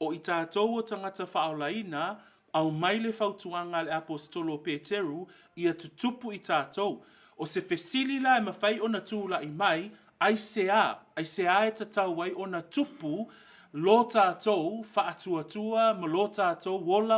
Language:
Samoan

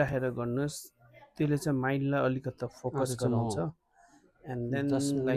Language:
Nepali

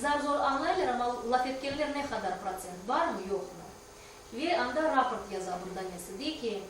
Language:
Crimean Tatar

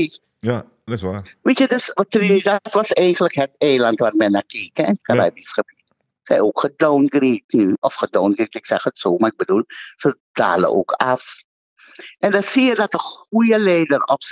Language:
Dutch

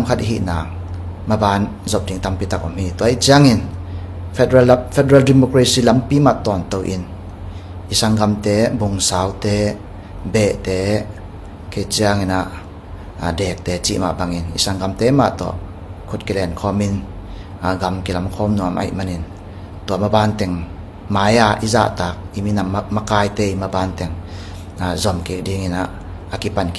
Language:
Tedim Chin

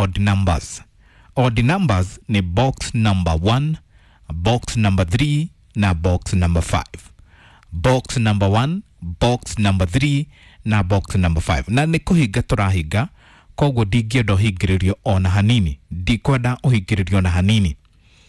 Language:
Kikuyu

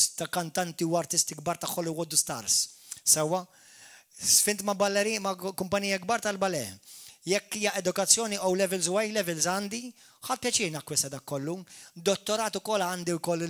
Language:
Maltese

